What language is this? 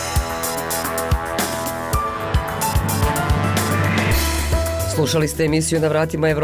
Bosnian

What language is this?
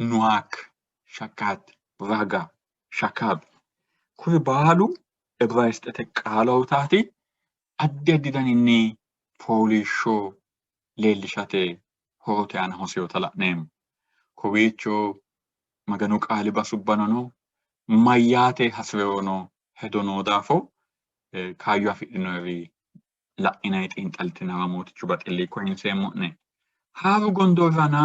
Sidamo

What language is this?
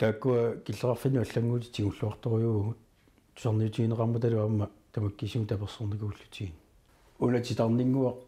Kalaallisut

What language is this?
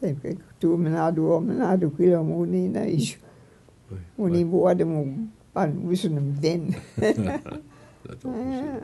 Mi'kmaw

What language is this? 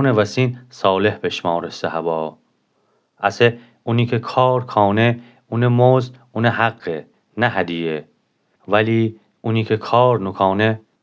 Gilaki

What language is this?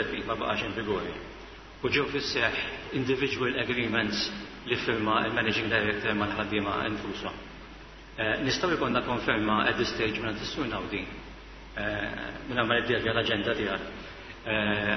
Maltese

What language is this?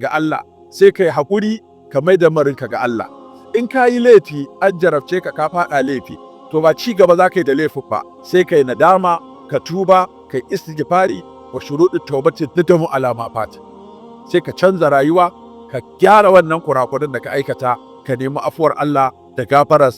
Hausa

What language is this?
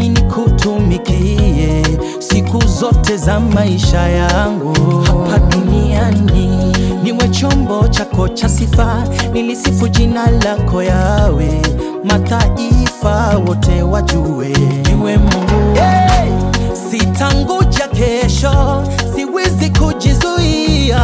Swahili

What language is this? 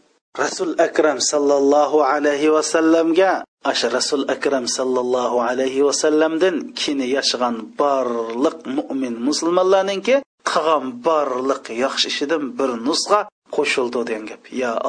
Uyghur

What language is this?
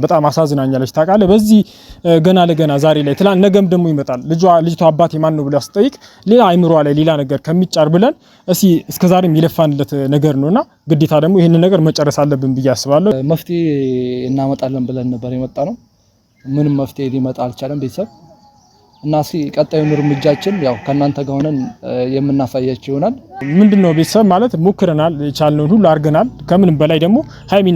Amharic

